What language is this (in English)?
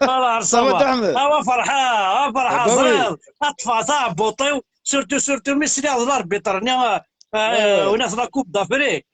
Kabyle